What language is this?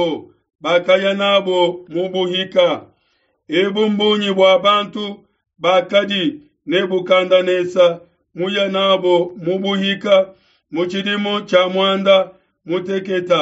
Luba-Lulua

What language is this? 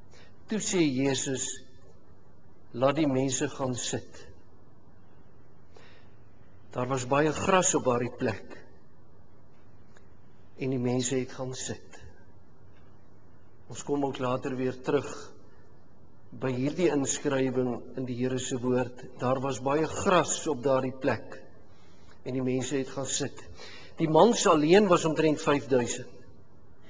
Afrikaans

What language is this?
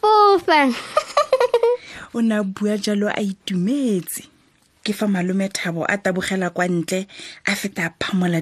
Tswana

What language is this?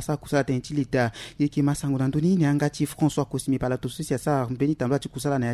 Sango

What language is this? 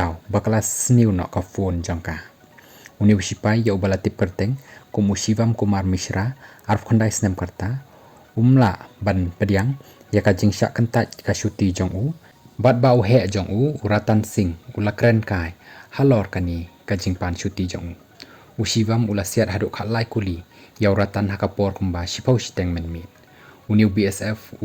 Khasi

